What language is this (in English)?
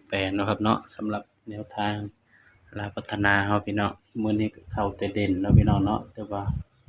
Northeastern Thai